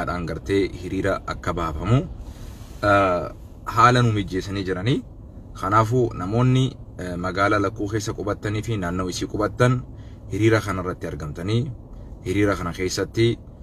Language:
Oromo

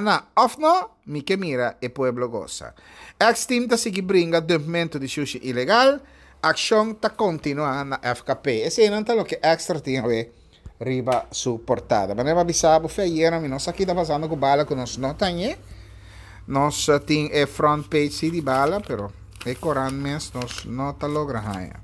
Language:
Papiamento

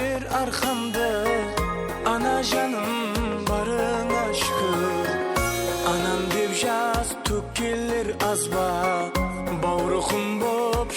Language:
Kara-Kalpak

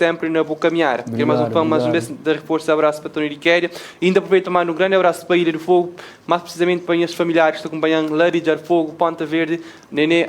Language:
Kabuverdianu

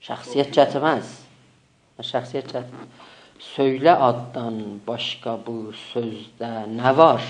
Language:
South Azerbaijani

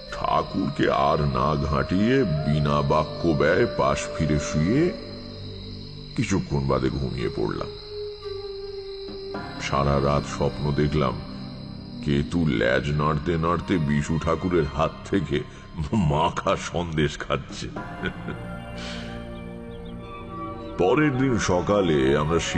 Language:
Bangla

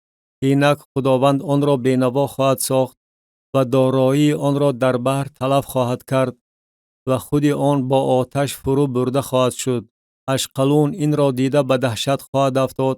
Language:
Tajik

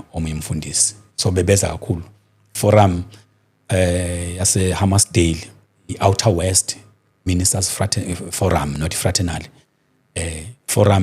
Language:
Zulu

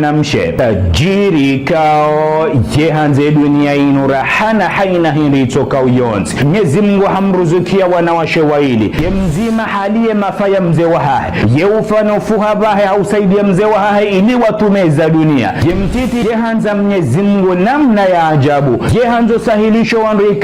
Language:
Ngazidja Comorian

